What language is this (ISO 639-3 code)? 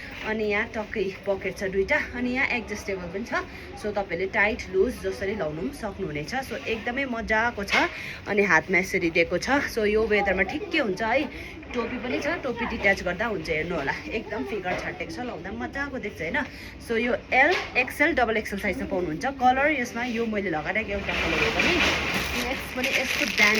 nep